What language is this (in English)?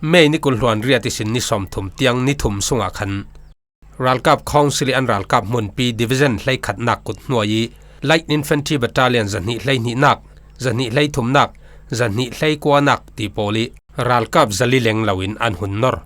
Falam Chin